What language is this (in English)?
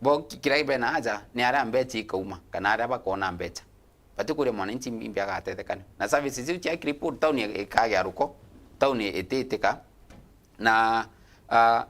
Meru